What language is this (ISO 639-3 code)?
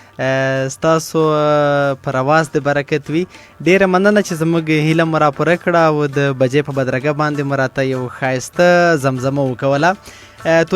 pus